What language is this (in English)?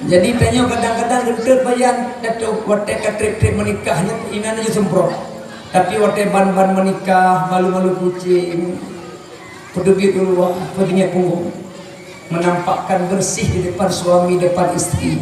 Achinese